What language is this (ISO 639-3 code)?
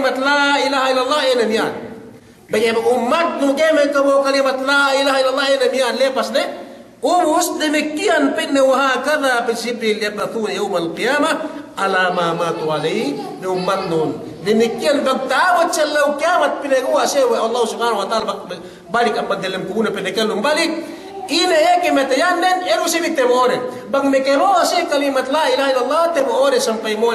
yka